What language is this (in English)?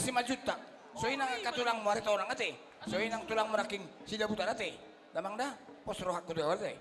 Batak Toba